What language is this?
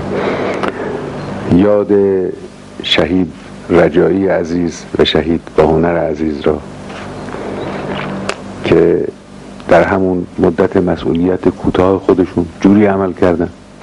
Persian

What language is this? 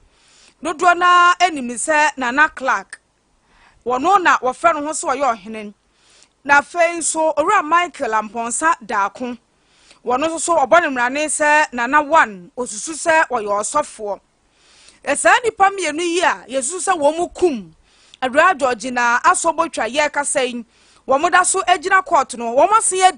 Akan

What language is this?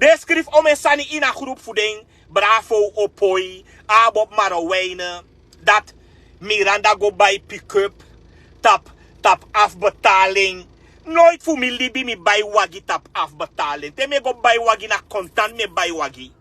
Sranan Tongo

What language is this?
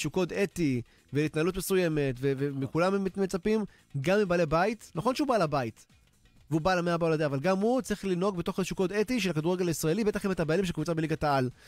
Hebrew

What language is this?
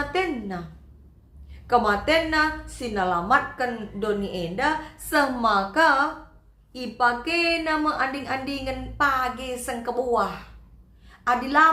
Batak Karo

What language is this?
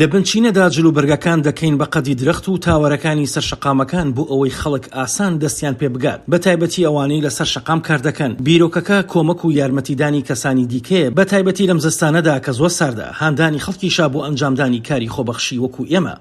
Central Kurdish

